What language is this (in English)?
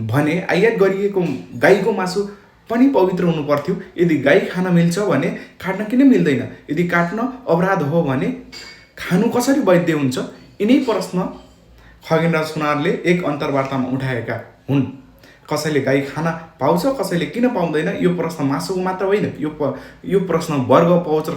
Nepali